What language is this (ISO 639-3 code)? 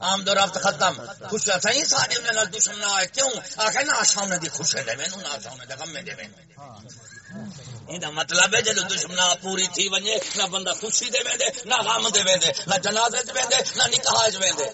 skr